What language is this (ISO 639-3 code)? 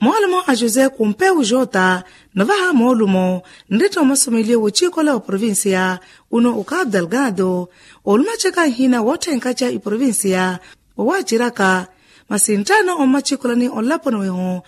vmw